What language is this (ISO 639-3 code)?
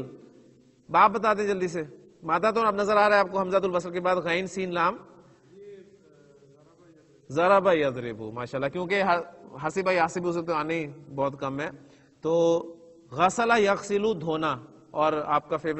urd